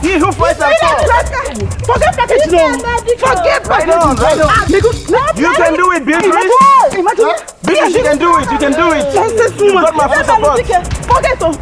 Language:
Nigerian Pidgin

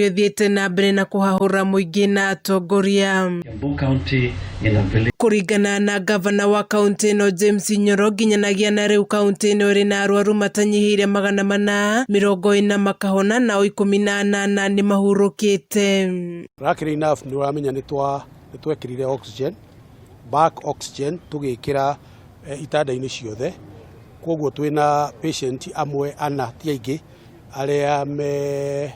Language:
Kikuyu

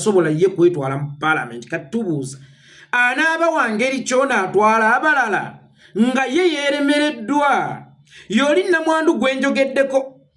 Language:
Ganda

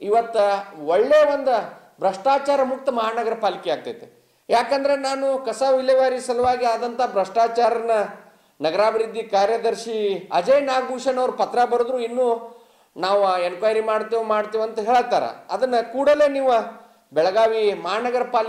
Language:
Kannada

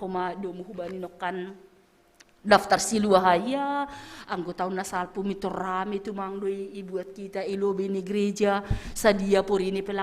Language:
Batak Simalungun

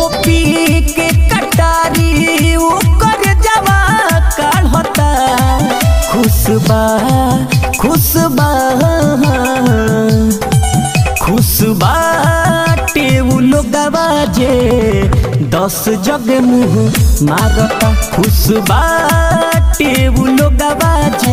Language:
Bhojpuri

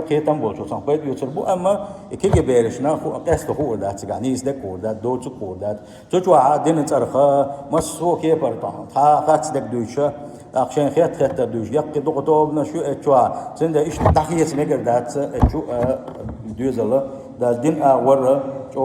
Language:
Chechen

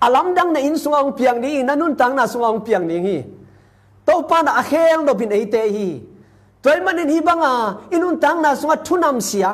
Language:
Tedim Chin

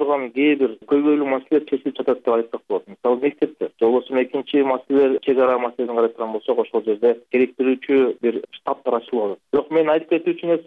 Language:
Kyrgyz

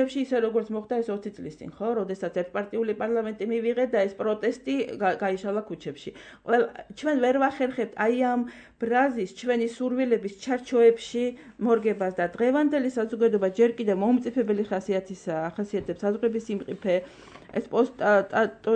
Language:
Georgian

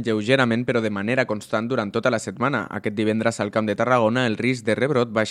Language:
Catalan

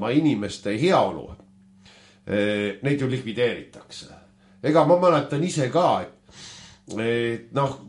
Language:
Estonian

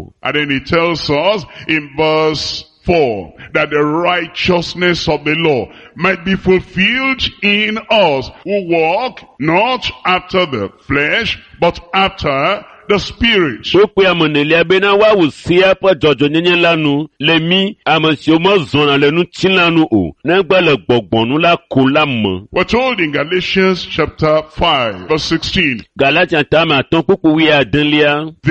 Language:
Ewe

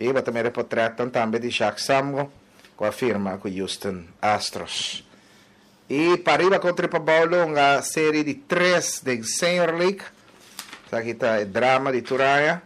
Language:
Papiamento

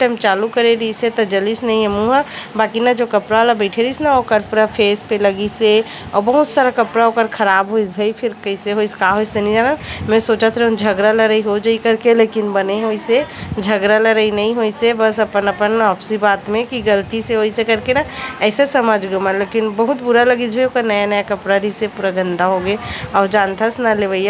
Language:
Chhattisgarhi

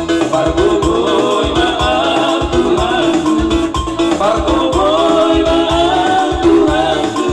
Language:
Batak Toba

